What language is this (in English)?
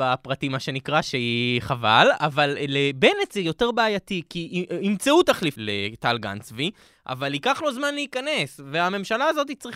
Hebrew